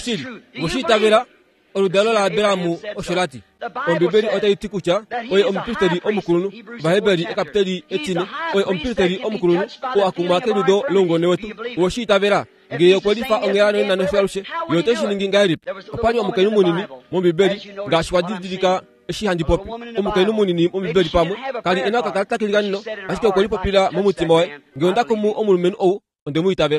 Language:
Kuanyama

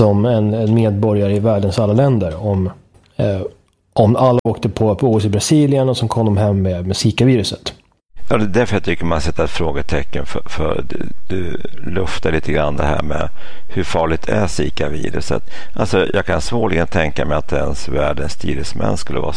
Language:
Swedish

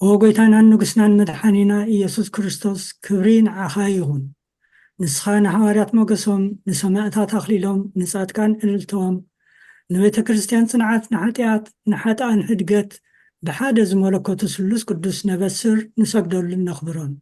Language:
Tigrinya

